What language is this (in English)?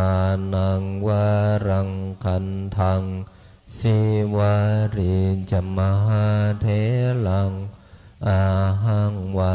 Pali